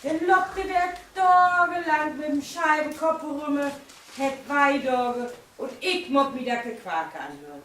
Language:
Low German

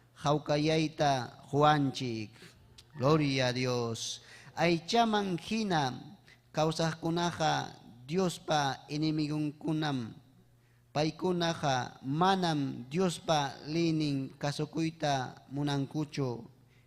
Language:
Ayacucho Quechua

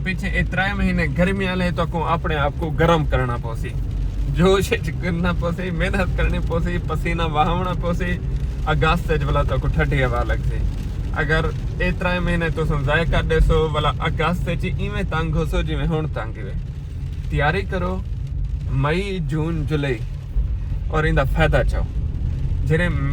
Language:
Saraiki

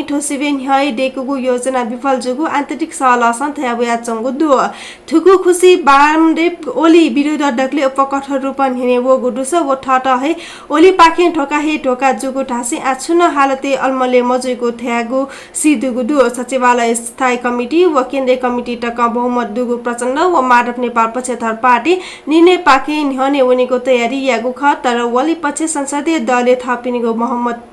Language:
Newari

